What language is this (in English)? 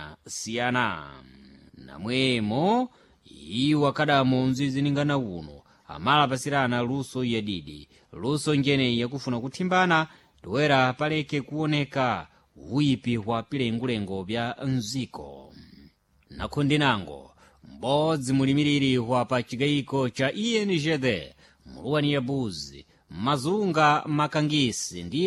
Sena